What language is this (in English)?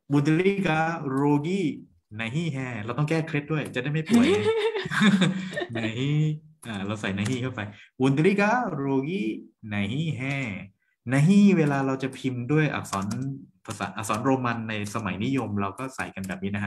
Thai